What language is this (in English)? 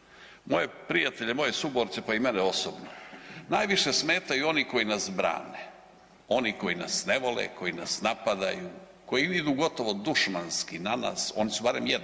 Croatian